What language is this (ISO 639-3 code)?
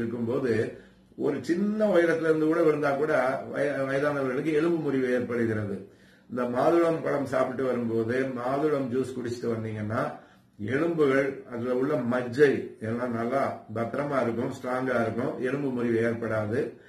tam